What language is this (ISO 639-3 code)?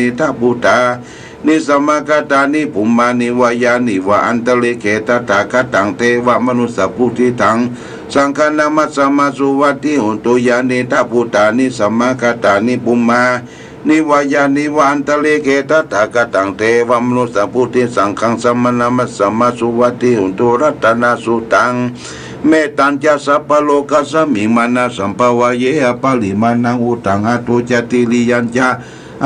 pli